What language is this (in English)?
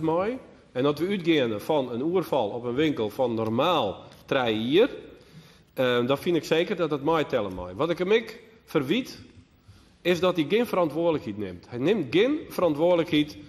Western Frisian